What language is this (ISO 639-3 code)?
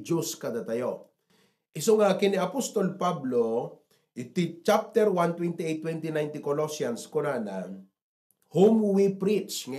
ilo